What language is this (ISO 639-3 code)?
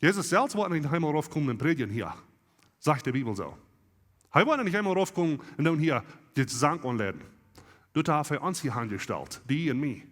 pdt